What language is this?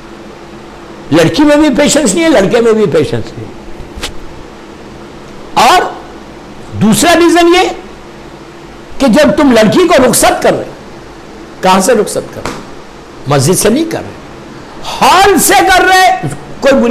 Hindi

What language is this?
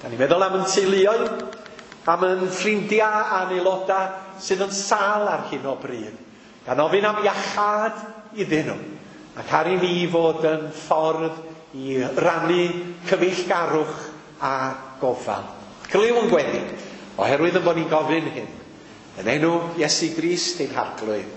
Welsh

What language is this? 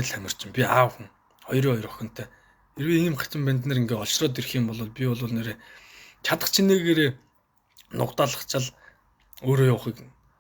Mongolian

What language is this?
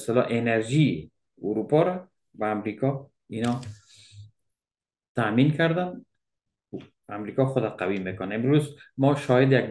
Persian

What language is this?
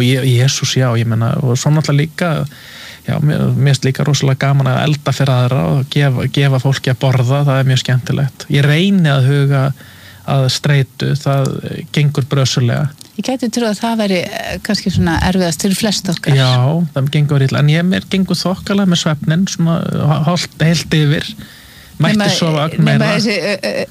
Icelandic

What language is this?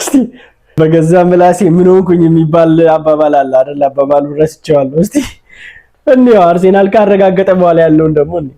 Amharic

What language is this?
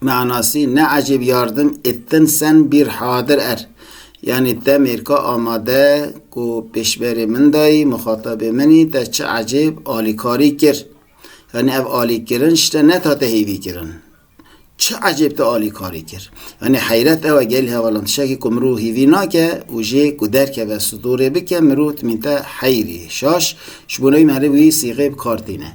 Kurdish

